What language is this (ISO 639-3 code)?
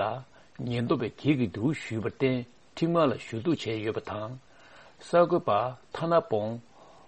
bod